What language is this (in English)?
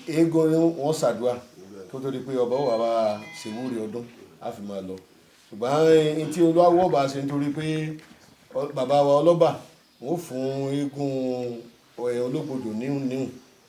Yoruba